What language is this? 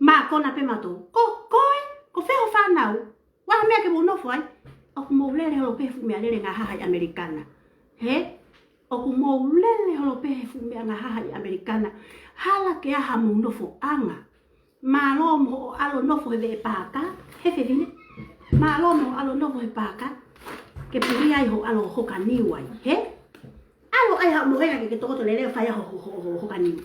Tongan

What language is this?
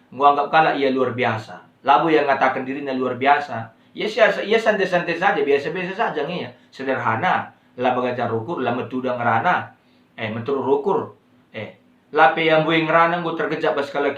Batak Karo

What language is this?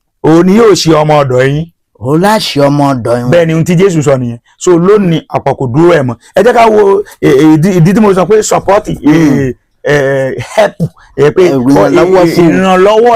Yoruba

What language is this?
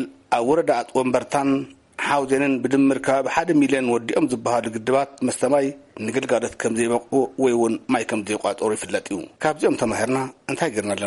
Tigrinya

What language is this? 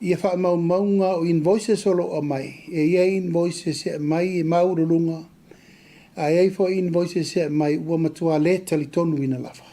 Samoan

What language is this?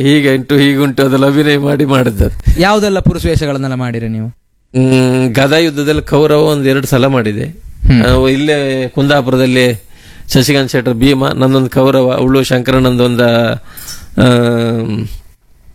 Kannada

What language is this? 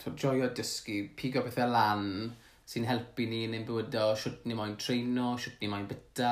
Welsh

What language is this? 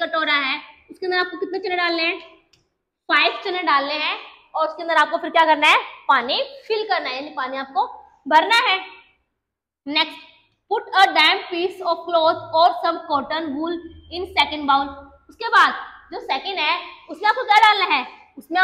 Hindi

